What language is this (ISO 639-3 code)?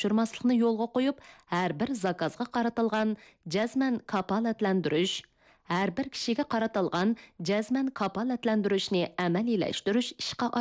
uig